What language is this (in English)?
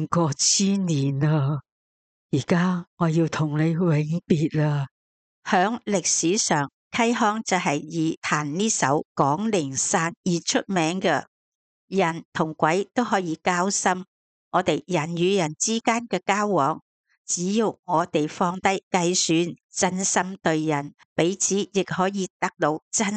Cantonese